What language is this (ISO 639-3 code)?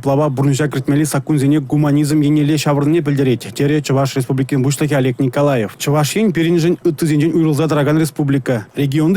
chv